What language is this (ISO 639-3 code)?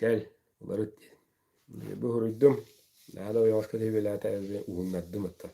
sah